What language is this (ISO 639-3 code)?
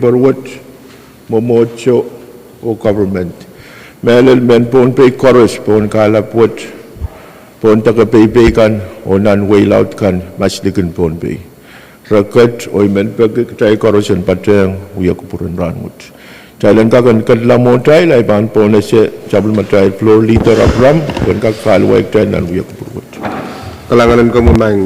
pon